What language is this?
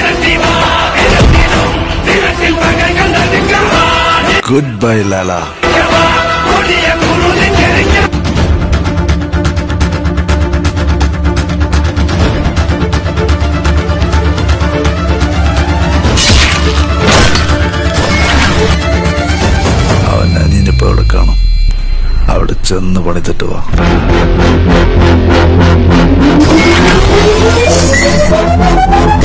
Malayalam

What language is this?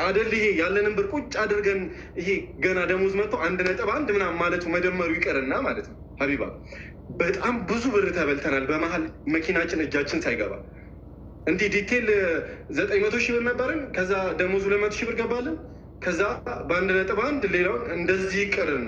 Amharic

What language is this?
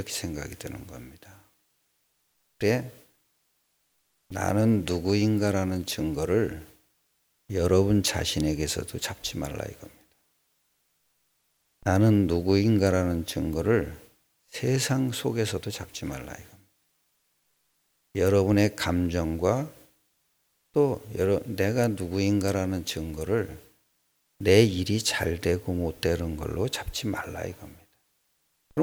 Korean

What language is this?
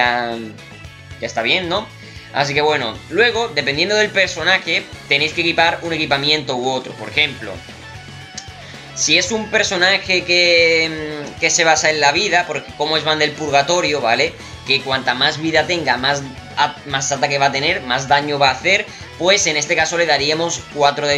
Spanish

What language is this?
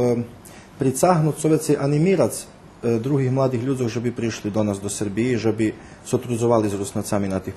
Rusyn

